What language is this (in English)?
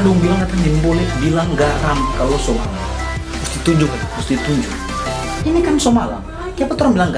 Manado Malay